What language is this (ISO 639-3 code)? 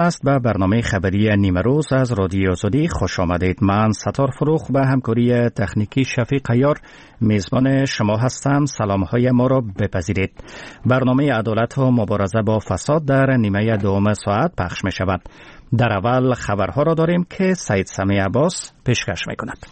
fas